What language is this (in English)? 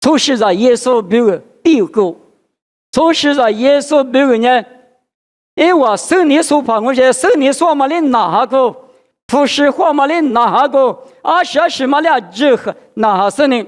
Lisu